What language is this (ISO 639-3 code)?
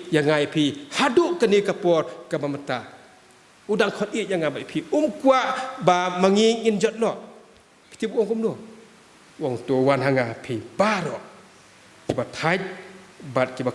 kha